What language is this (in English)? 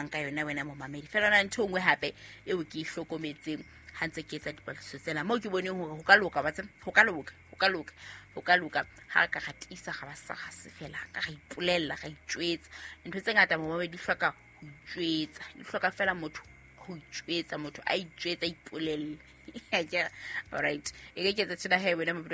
Southern Sotho